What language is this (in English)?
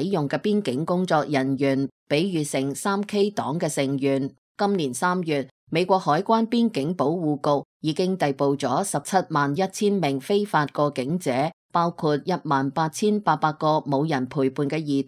Cantonese